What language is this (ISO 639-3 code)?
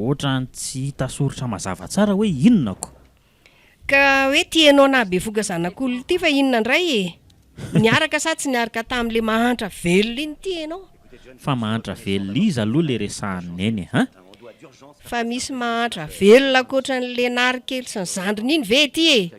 mlg